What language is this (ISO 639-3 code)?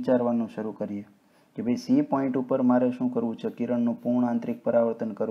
guj